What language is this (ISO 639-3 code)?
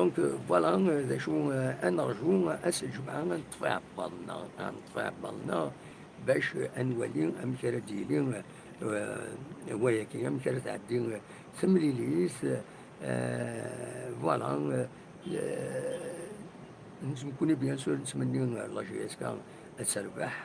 kab